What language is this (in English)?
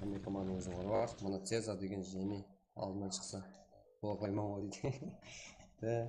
Kara-Kalpak